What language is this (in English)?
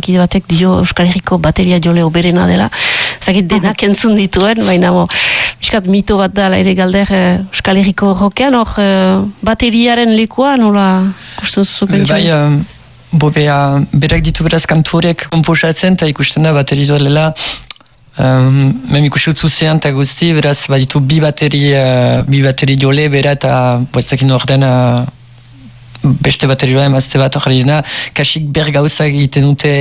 Basque